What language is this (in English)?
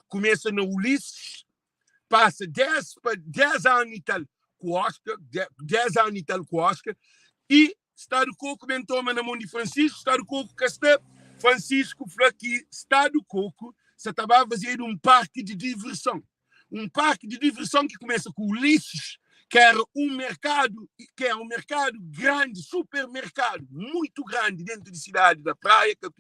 Kabuverdianu